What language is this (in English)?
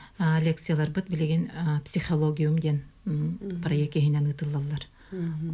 Yakut